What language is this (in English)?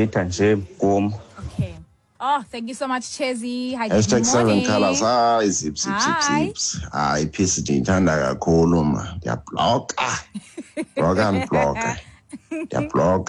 Xhosa